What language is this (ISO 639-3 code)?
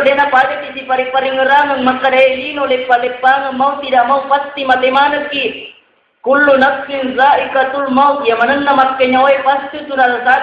bug